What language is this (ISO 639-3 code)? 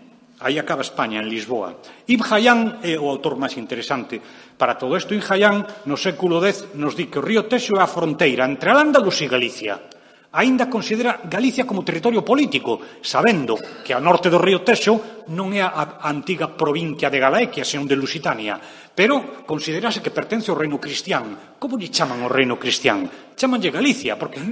glg